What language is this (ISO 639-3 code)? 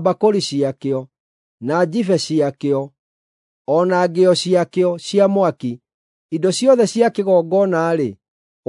kik